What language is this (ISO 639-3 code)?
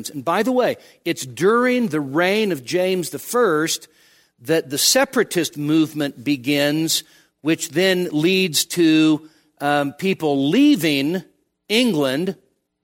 eng